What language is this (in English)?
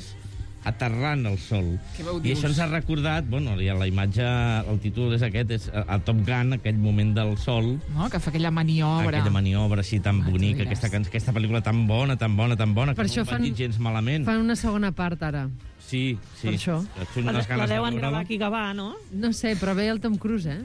Catalan